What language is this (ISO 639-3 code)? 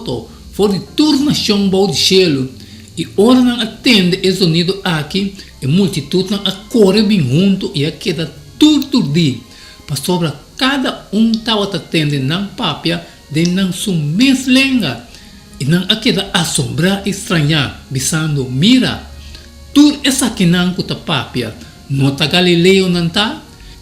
pap